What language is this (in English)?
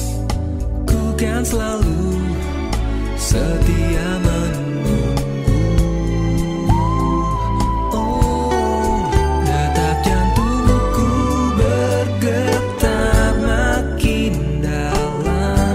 Indonesian